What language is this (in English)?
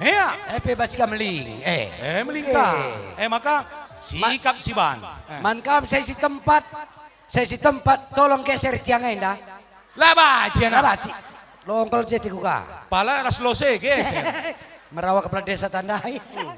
Batak Karo